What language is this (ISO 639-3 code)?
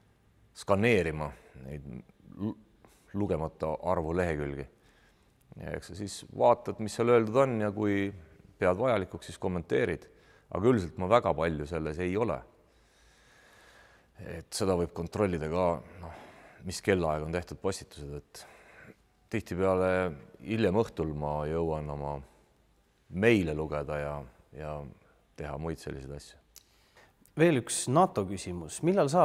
est